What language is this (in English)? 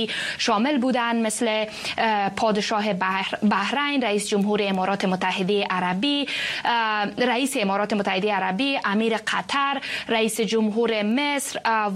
Persian